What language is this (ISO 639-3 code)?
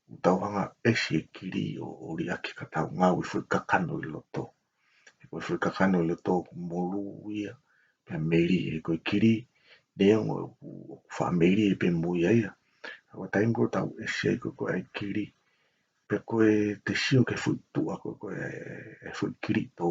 ton